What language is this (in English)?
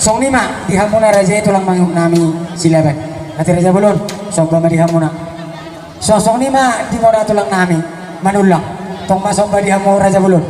Batak Toba